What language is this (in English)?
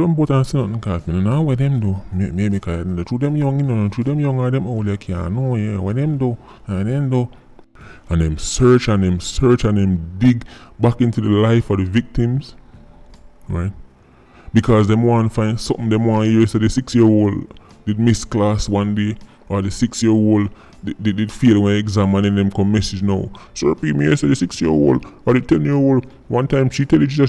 Jamaican Creole English